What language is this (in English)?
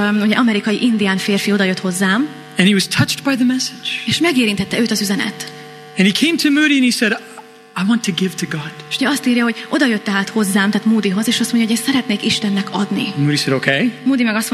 Hungarian